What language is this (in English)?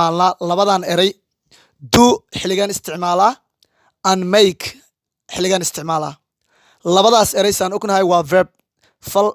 Somali